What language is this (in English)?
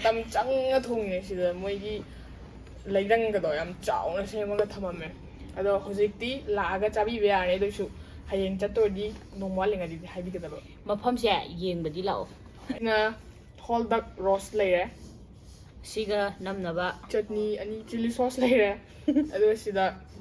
Manipuri